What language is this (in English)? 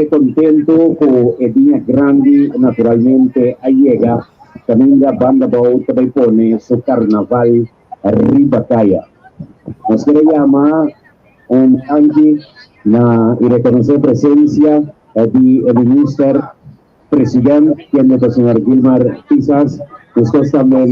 Papiamento